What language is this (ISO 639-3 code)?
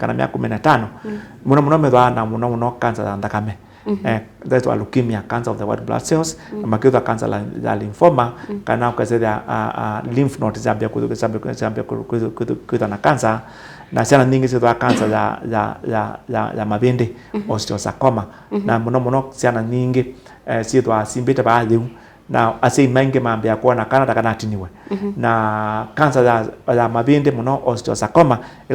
kam